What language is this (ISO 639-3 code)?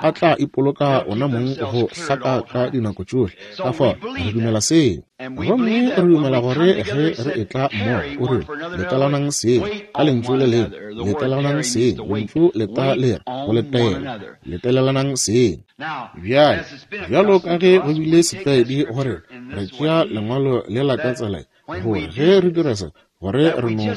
nso